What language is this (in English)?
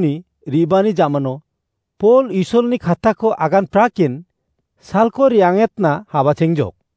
Garo